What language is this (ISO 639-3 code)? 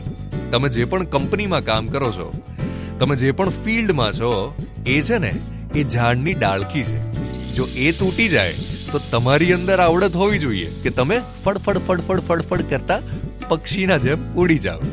guj